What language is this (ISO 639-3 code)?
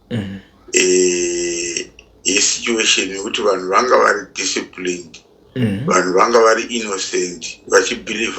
sna